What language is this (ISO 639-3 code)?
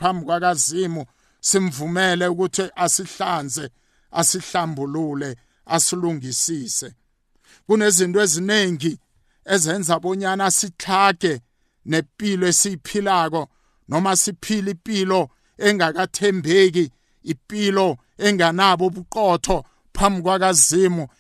nbl